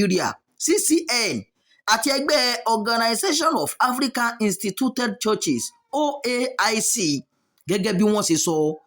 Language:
Yoruba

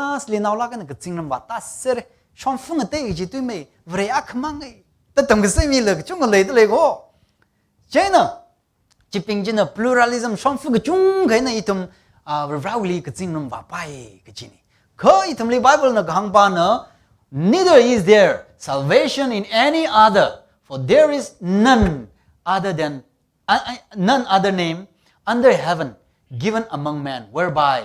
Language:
Tangkhul Naga (India)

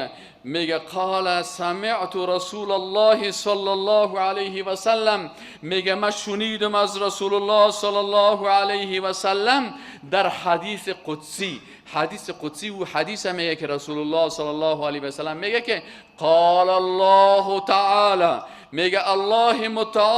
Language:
Persian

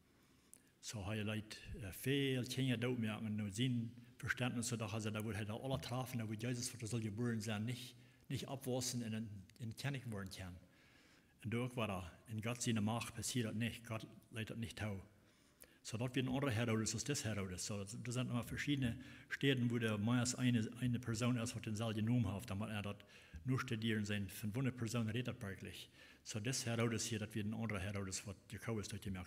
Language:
Plautdietsch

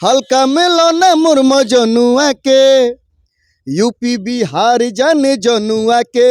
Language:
Bhojpuri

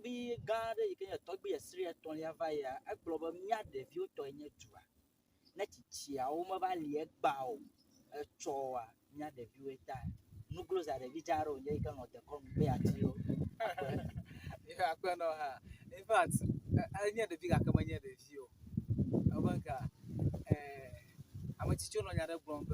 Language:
Ewe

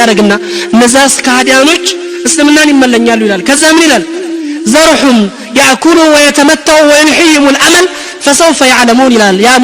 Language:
Amharic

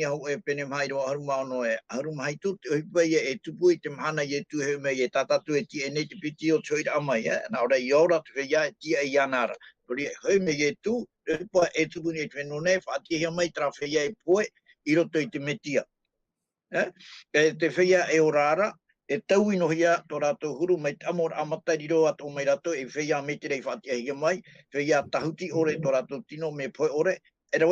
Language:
Tahitian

